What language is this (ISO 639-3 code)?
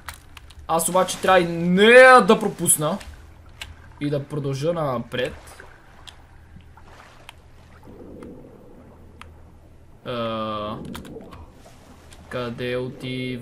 bul